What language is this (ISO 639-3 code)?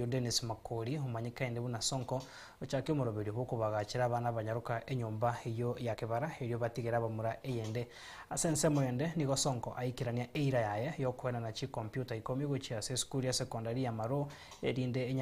guz